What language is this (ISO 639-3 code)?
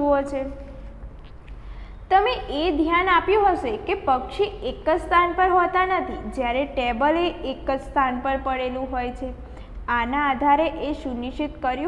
guj